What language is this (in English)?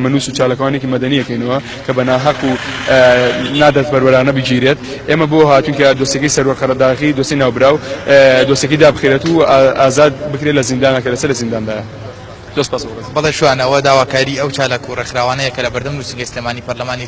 Central Kurdish